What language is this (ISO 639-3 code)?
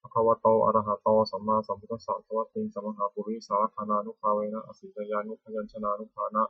pli